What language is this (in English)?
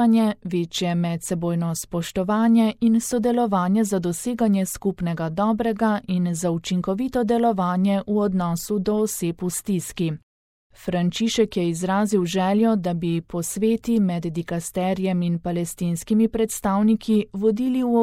Slovenian